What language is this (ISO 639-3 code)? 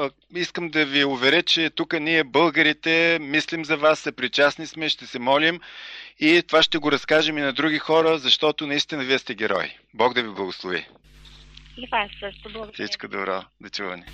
bul